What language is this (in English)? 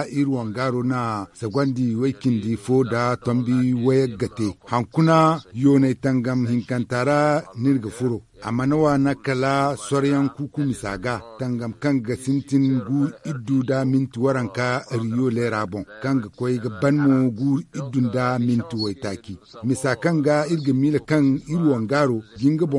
Zarma